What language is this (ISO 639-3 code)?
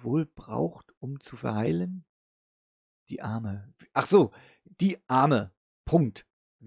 deu